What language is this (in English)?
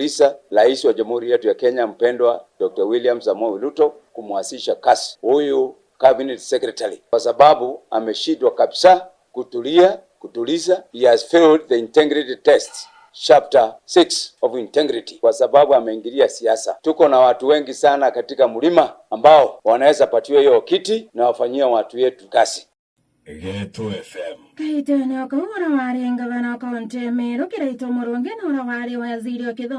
Meru